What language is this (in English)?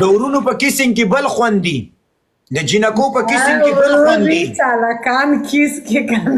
Pashto